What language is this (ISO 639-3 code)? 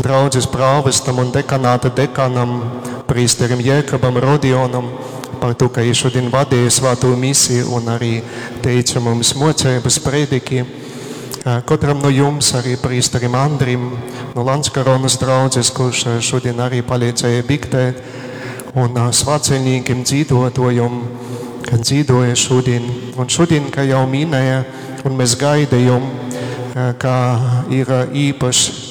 ltg